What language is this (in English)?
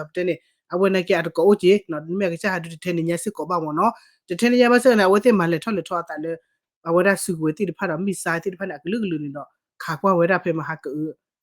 S'gaw Karen